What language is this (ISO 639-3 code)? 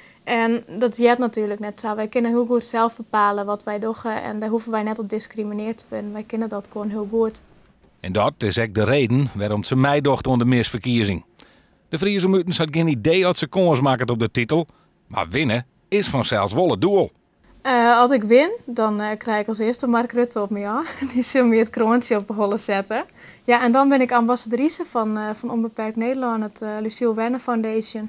fry